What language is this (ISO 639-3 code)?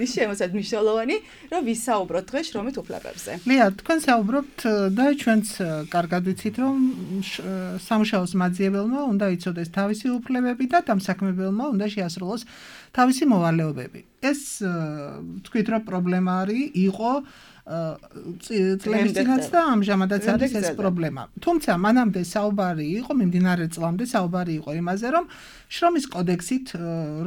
kat